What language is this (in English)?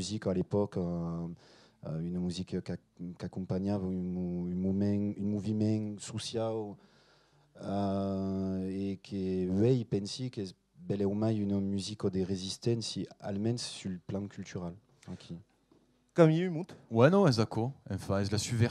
Occitan